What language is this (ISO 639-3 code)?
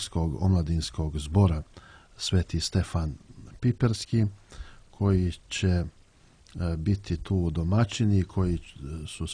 srp